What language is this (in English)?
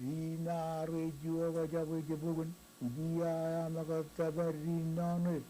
Marshallese